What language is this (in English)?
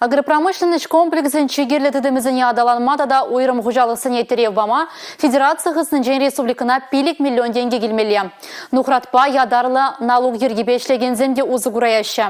Chuvash